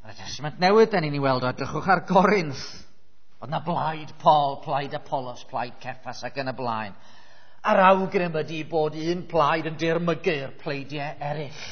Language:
Welsh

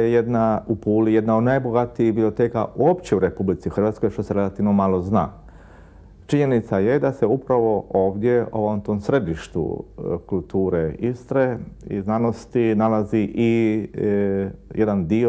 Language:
Croatian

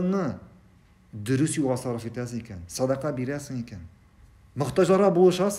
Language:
Tatar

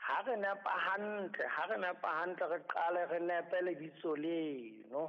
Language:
Southern Sotho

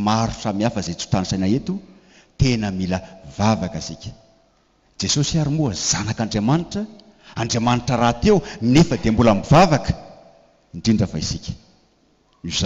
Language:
Malagasy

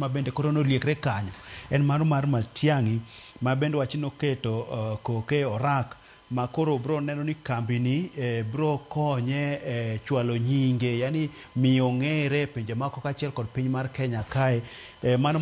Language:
Luo (Kenya and Tanzania)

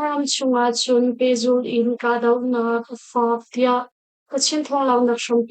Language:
Hakha Chin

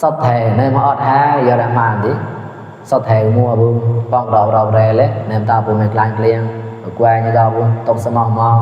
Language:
Mon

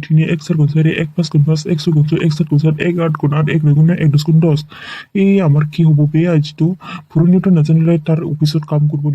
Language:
Dimasa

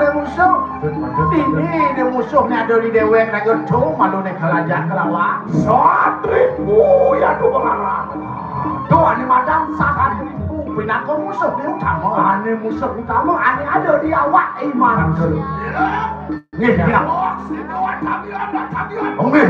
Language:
Balinese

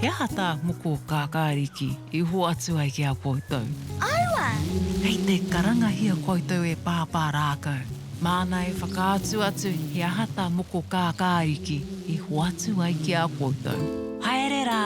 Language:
Māori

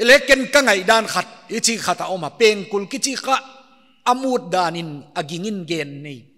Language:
Paite Chin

